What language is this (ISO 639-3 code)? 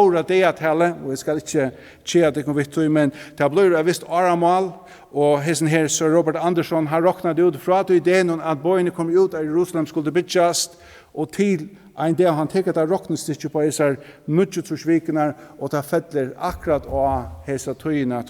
fao